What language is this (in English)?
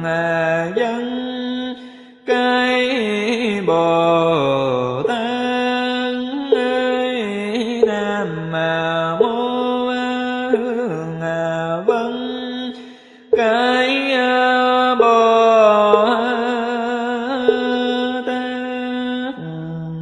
Vietnamese